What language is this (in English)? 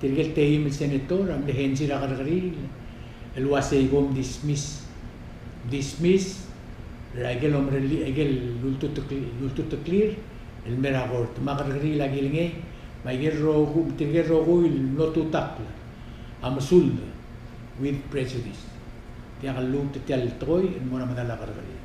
Palauan